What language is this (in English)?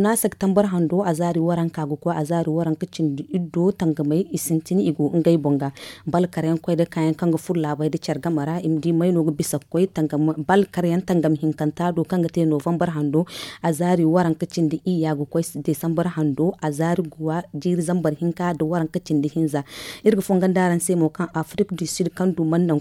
Zarma